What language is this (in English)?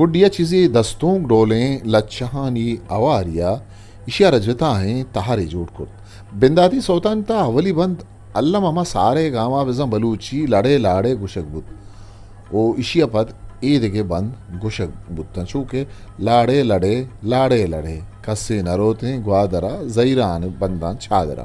Eastern Balochi